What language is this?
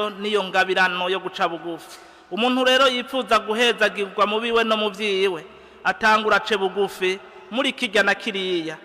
Rundi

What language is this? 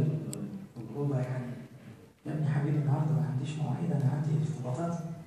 Egyptian Arabic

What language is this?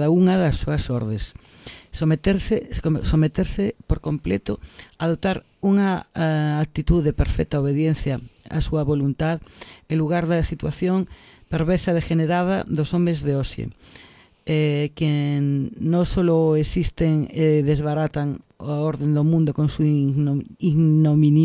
Galician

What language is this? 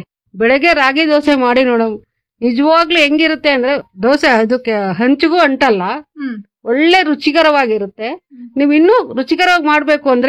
Kannada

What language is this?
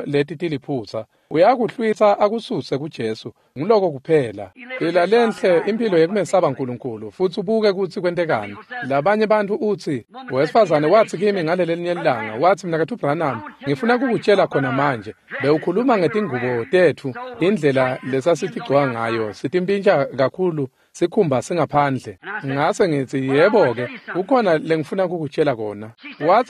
Swati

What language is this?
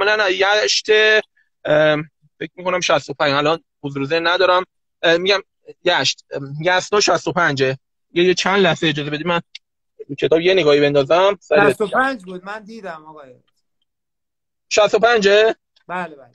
Persian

